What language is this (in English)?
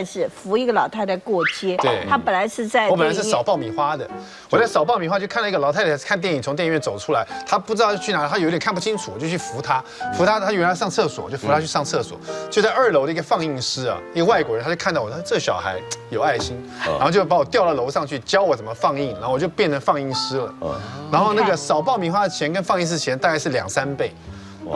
Chinese